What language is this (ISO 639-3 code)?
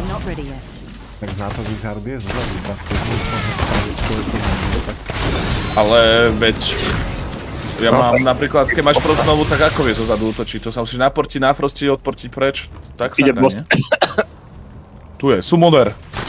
slk